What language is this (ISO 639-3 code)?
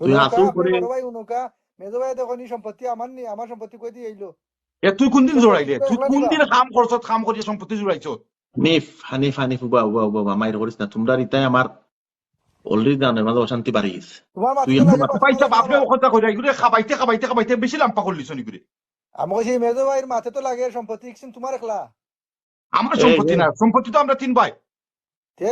syl